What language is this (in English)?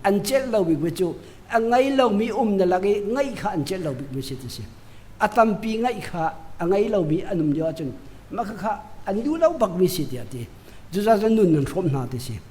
Hakha Chin